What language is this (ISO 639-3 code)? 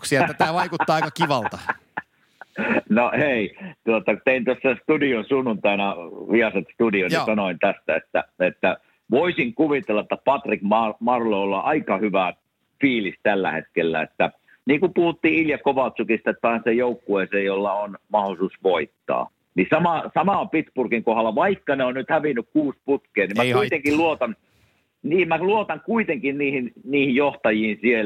fin